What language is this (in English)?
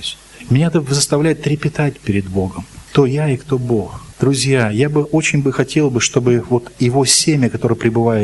Russian